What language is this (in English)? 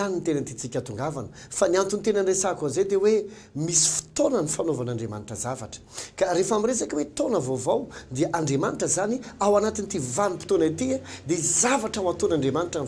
Malagasy